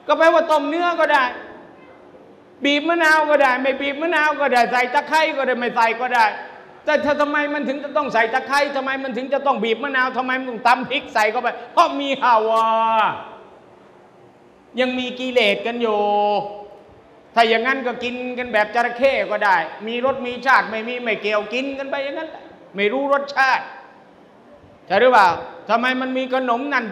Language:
Thai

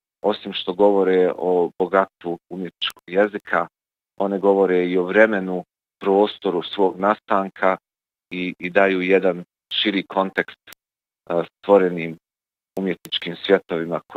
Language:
Bosnian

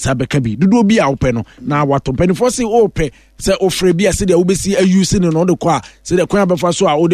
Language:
Akan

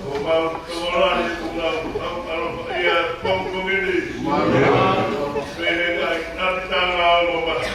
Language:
Tongan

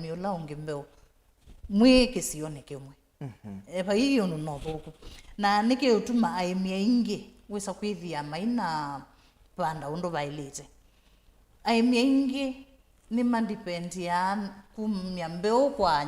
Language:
Kamba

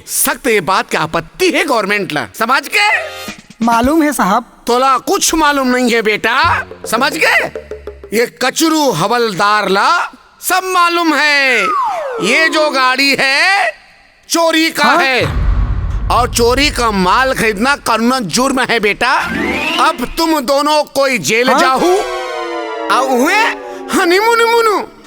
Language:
Chhattisgarhi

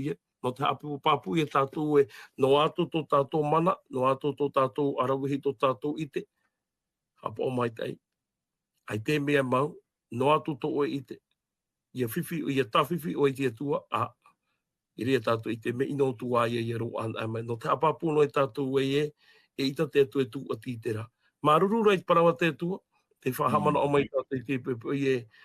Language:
Tahitian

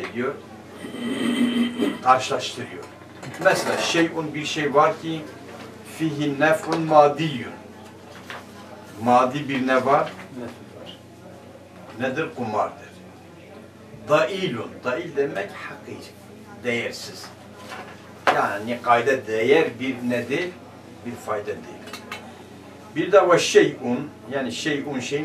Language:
Turkish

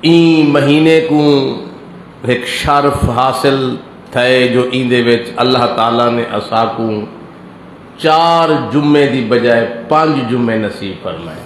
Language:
Saraiki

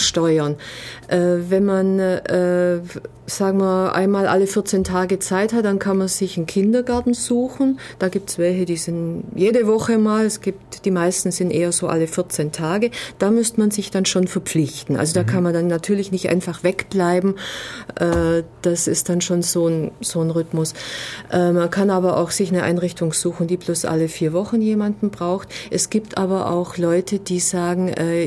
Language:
German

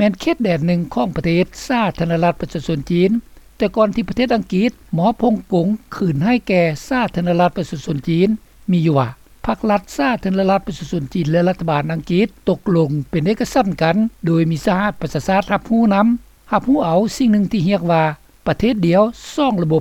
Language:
Lao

